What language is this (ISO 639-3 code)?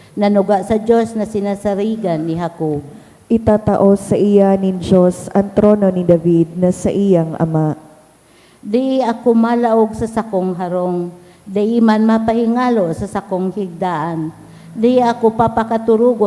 bik